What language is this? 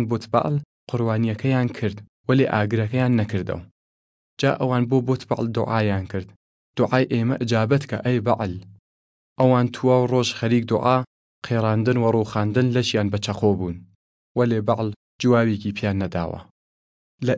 Southern Kurdish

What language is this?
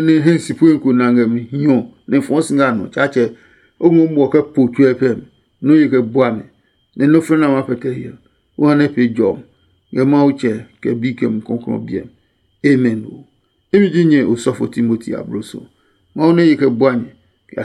Adangme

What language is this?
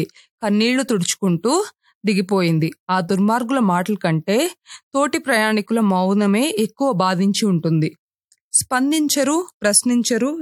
Telugu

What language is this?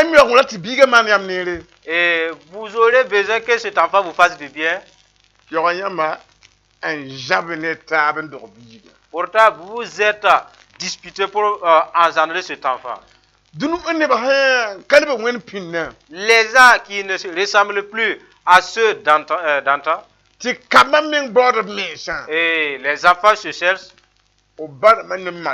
Mossi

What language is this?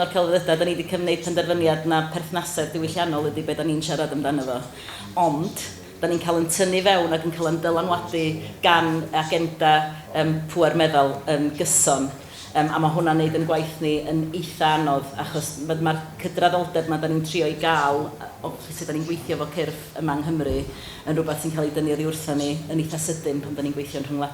Welsh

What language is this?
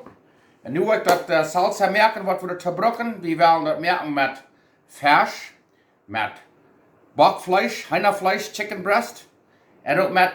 Plautdietsch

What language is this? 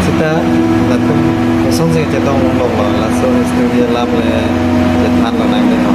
Karbi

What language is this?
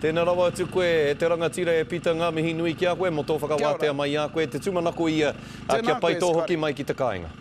Māori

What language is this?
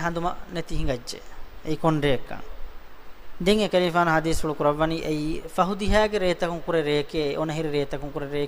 Divehi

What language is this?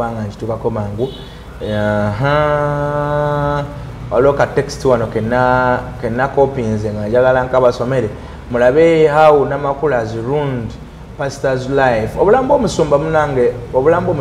Ganda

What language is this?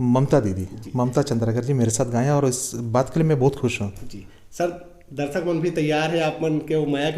Chhattisgarhi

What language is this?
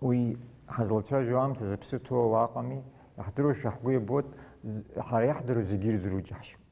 Abkhazian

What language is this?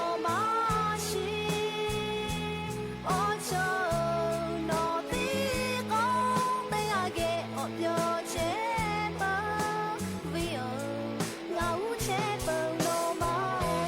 Lahu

